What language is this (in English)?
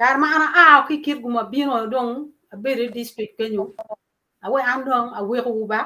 Acoli